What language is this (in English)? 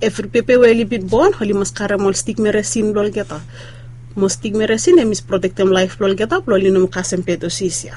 Bislama